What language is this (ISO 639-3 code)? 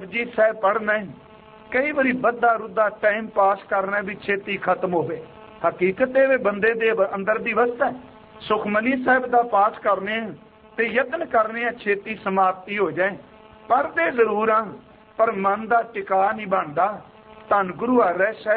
pan